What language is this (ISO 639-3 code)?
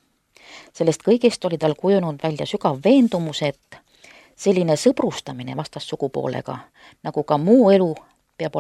est